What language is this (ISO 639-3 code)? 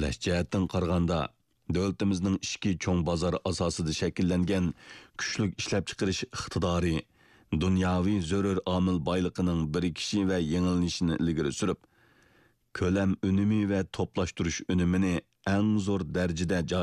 uig